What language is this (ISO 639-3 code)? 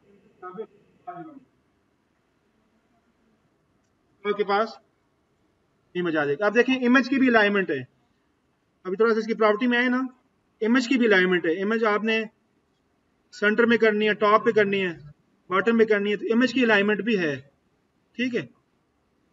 hin